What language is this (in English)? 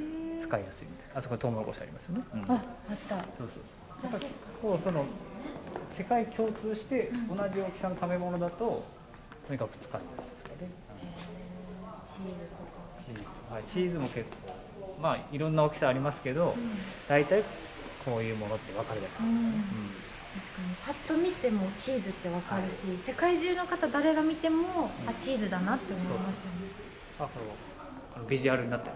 Japanese